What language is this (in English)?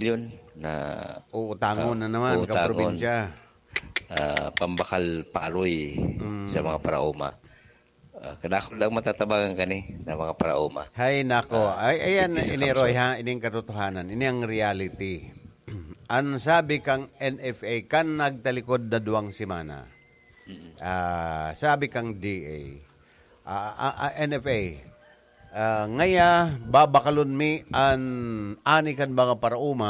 Bikol